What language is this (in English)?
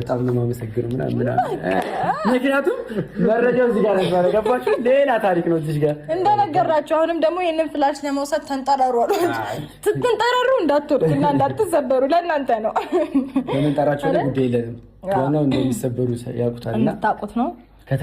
Amharic